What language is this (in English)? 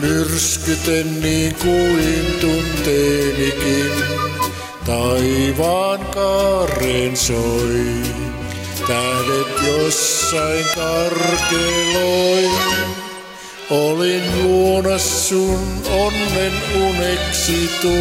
Finnish